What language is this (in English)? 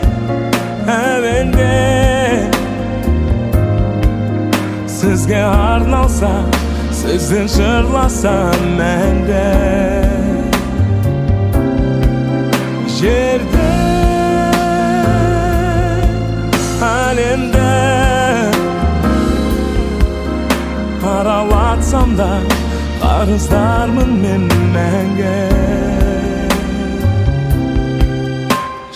Kazakh